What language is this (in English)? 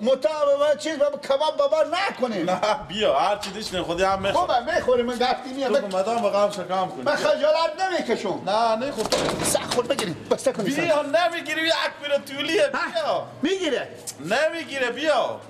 Persian